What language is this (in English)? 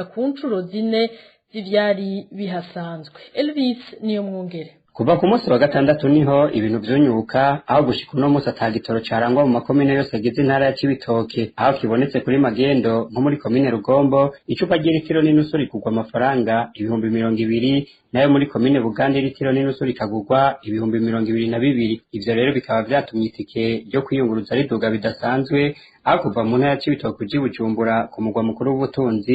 Rundi